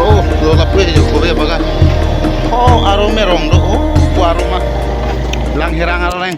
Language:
Karbi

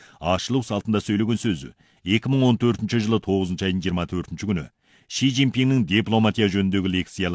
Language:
Kazakh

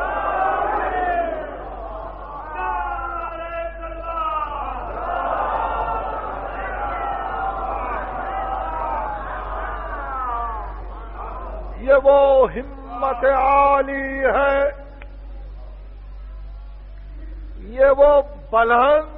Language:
Urdu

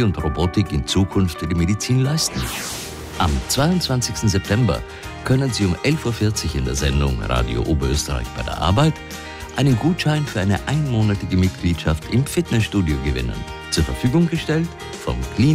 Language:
German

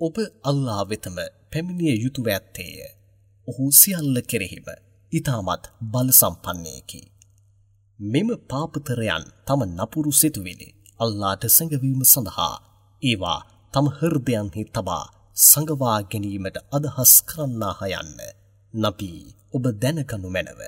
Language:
Sinhala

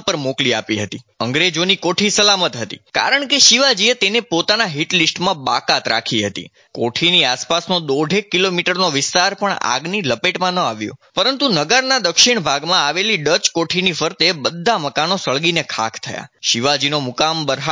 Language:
Gujarati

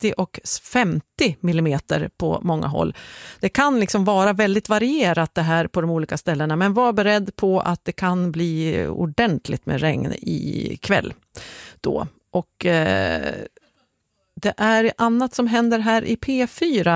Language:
Swedish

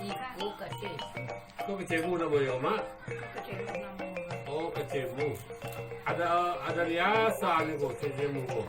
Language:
Minangkabau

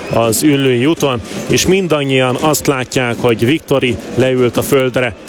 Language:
Hungarian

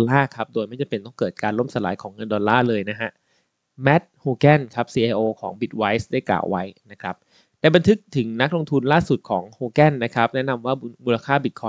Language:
Thai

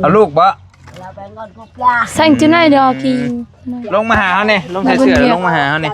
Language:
Northeastern Thai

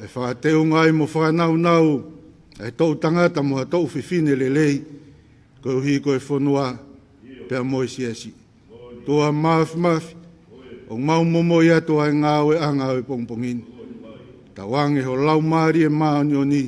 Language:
Tongan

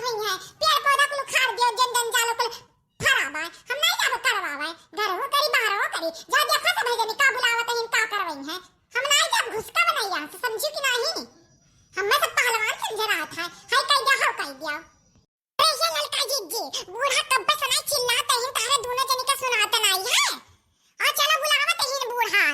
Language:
Awadhi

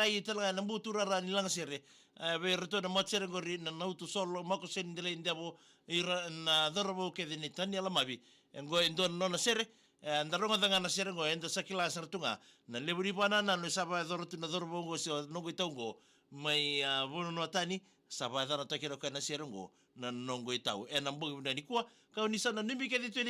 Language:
Fijian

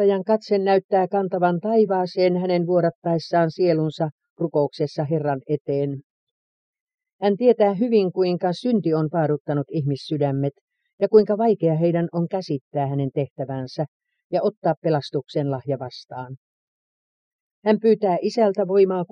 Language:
Finnish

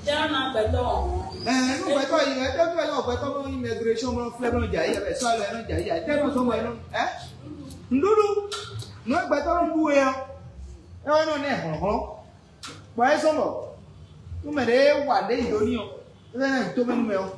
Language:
Fon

